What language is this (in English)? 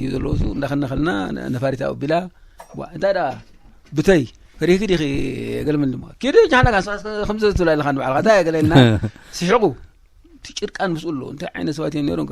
Tigrinya